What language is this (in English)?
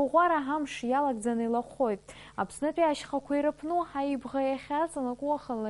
Abkhazian